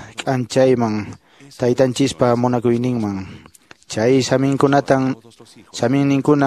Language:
Quechua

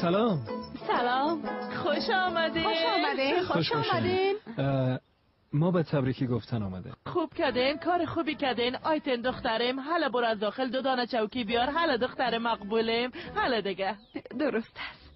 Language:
Persian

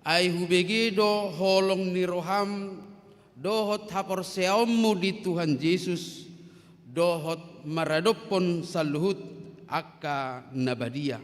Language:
Batak Toba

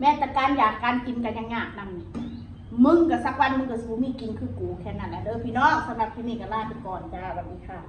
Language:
Northeastern Thai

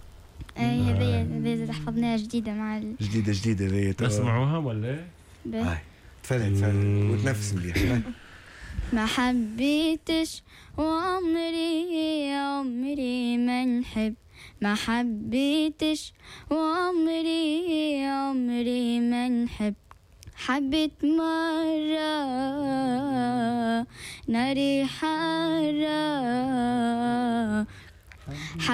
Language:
Tunisian Arabic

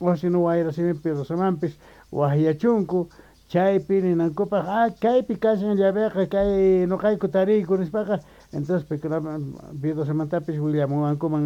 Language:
South Bolivian Quechua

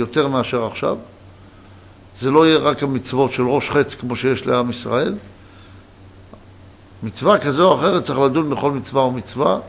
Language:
Hebrew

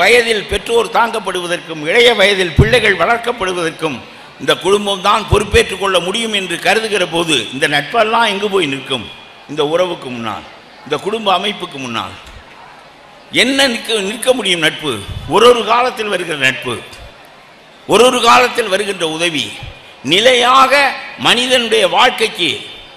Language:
Tamil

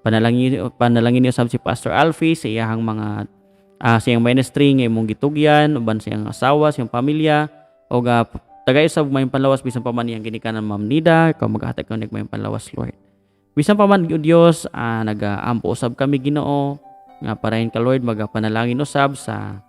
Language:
Cebuano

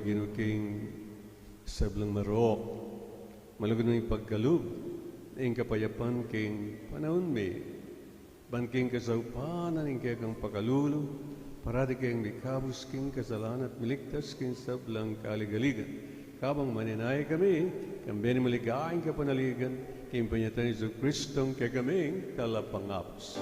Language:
Pampanga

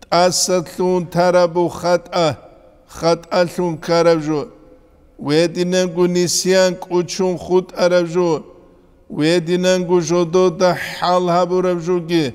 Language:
Avaric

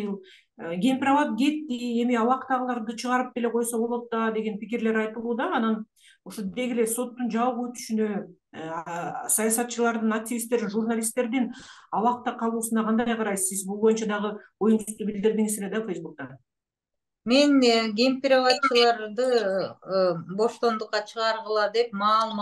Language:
Kyrgyz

